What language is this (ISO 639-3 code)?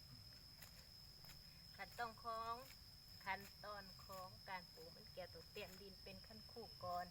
lao